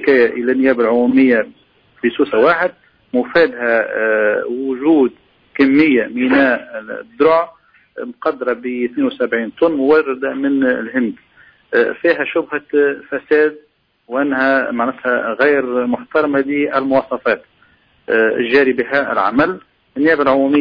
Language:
Tunisian Arabic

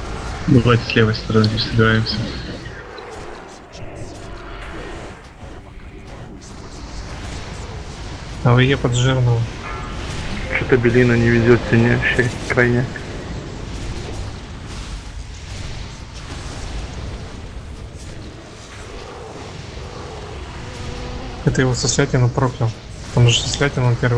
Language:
Russian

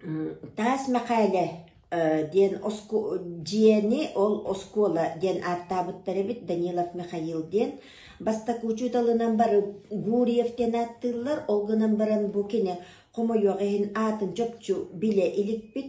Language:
Yakut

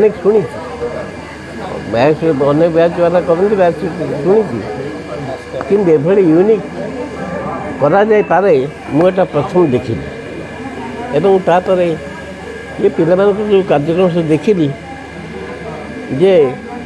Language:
Odia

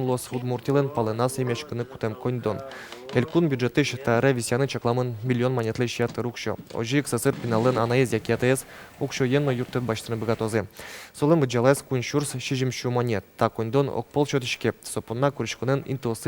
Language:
Udmurt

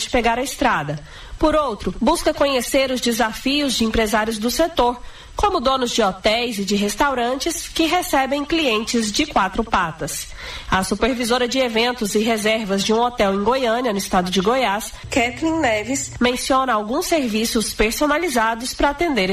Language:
Portuguese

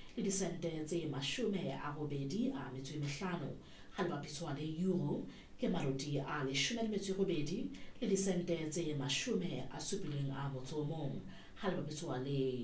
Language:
Southern Sotho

